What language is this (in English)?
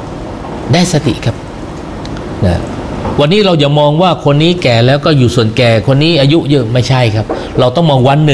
Thai